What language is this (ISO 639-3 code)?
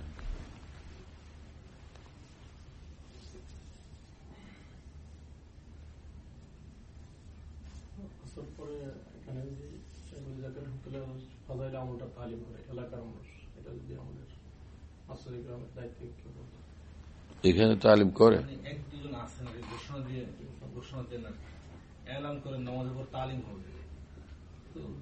ben